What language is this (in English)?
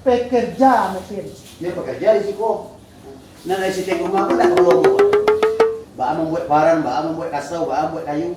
Minangkabau